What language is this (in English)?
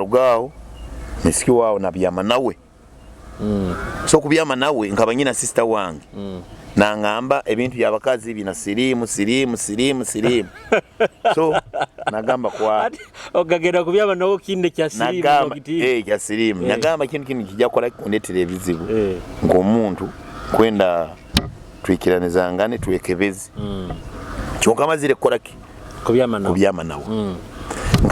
Nyoro